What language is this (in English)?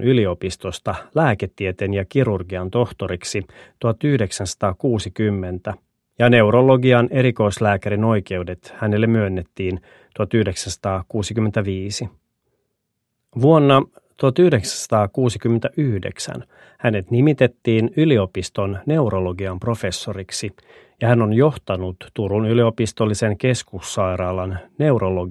Finnish